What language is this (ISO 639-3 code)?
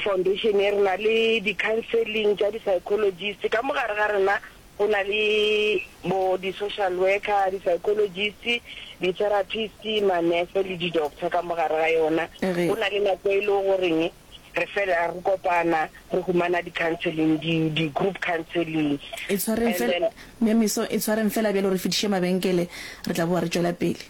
nso